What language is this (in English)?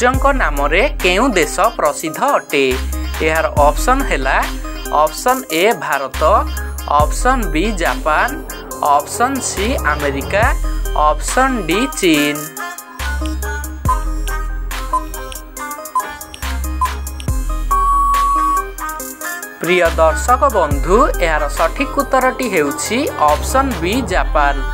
Odia